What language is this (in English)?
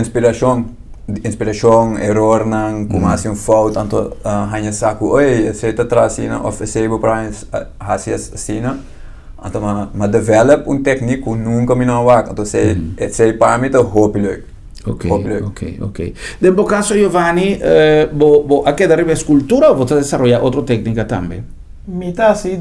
Papiamento